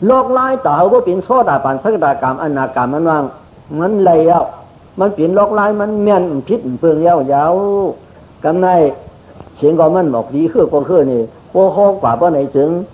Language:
Shan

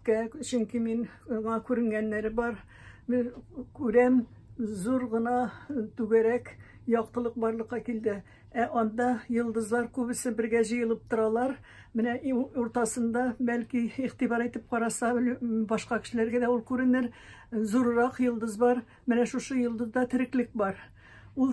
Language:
Tatar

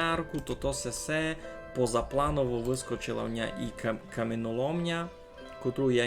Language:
Rusyn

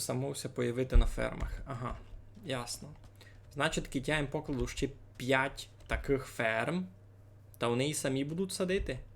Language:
Rusyn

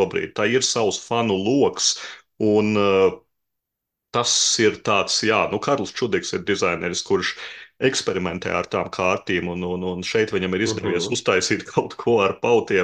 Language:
Latvian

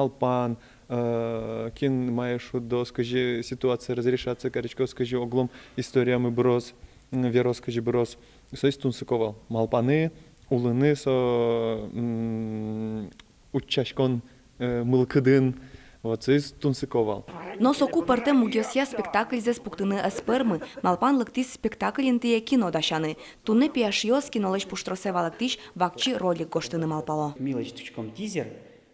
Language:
Udmurt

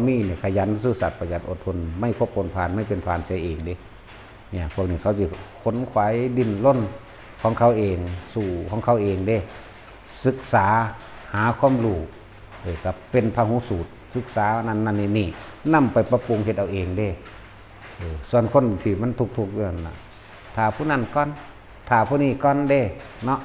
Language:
Lao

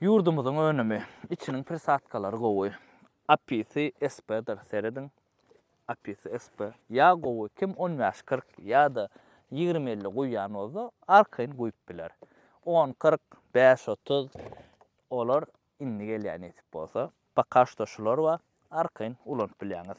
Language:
Turkmen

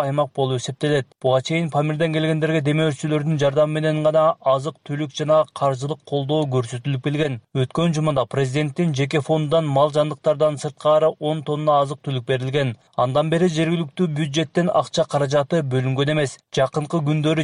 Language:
Kyrgyz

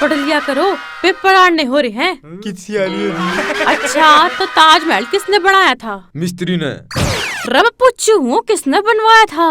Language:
Haryanvi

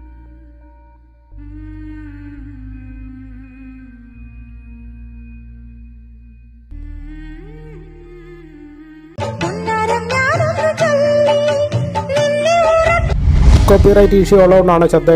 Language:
Malayalam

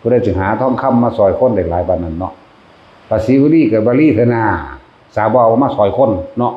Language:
Northeastern Thai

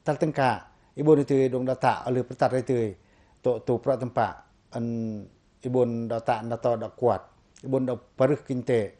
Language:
Pacoh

